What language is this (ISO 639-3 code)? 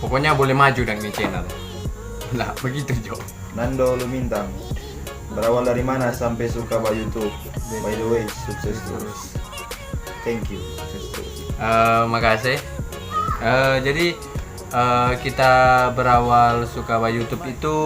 xmm